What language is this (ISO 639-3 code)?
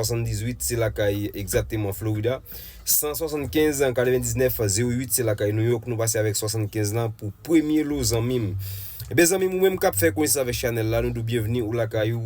hat